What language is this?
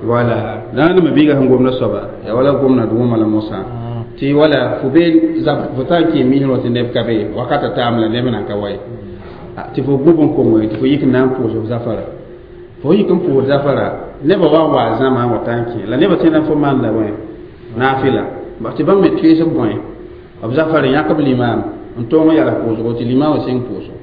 Mossi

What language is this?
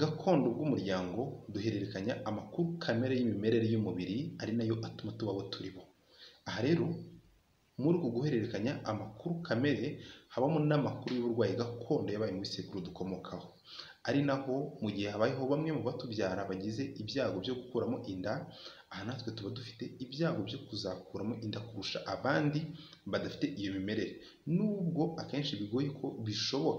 Kinyarwanda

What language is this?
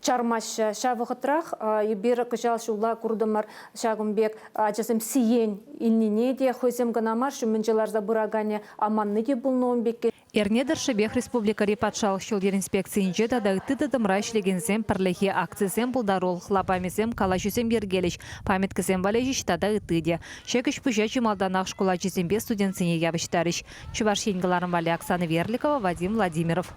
Chuvash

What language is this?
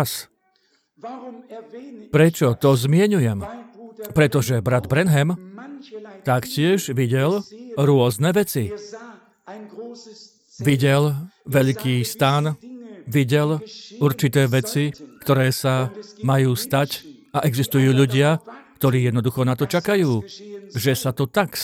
Slovak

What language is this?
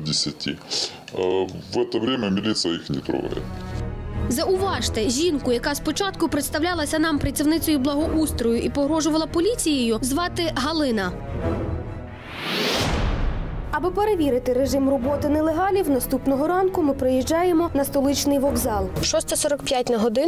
Ukrainian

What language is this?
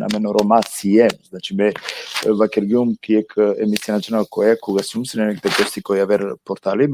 Balkan Romani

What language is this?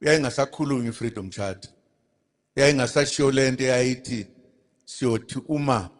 Zulu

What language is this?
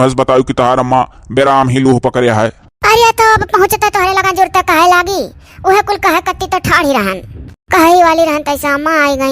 Awadhi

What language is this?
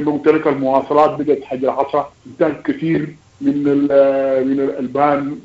Sudanese Arabic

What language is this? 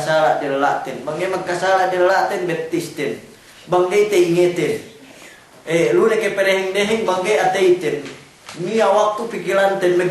Yakan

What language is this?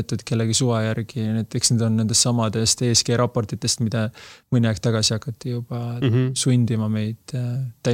Estonian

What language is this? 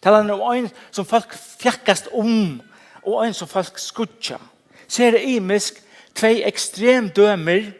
Faroese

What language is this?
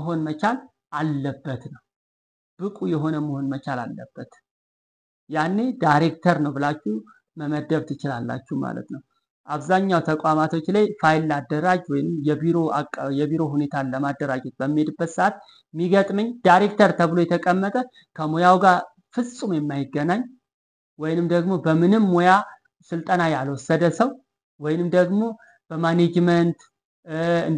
Amharic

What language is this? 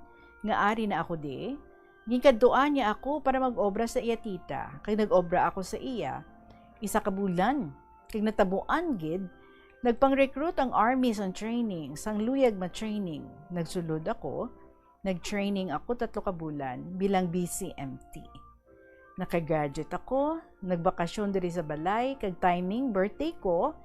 Hiligaynon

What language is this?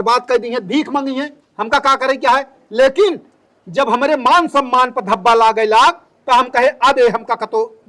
Awadhi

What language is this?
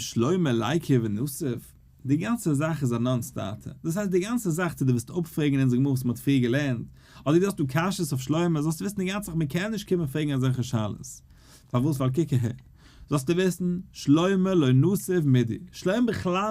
Yiddish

